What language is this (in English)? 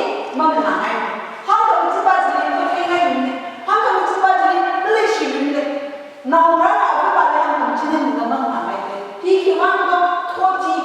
Tangkhul Naga (India)